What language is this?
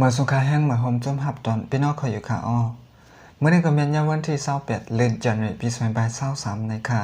Shan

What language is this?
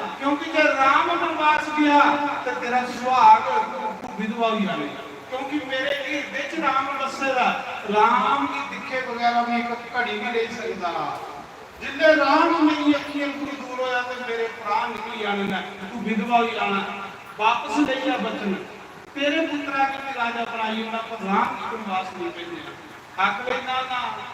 Dogri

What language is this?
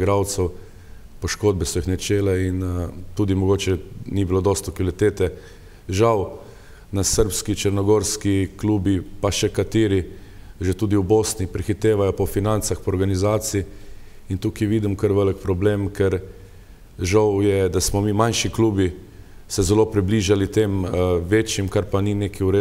Slovenian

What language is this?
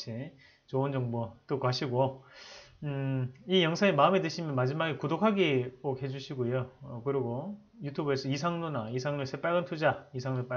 Korean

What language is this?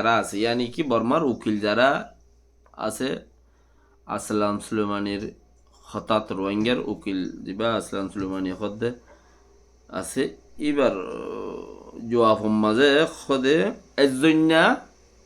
Rohingya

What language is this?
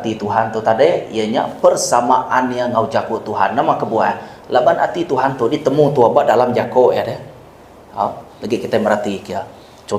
Iban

